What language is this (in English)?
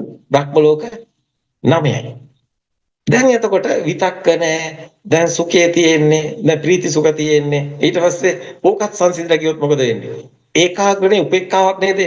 Sinhala